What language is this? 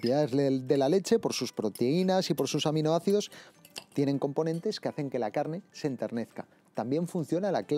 Spanish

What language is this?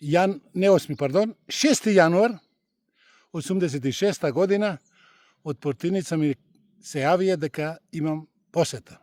Macedonian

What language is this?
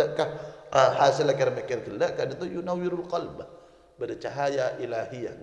Madurese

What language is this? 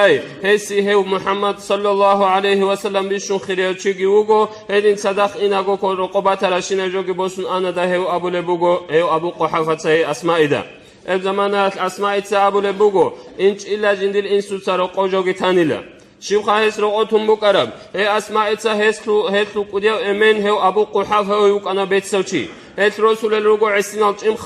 Avaric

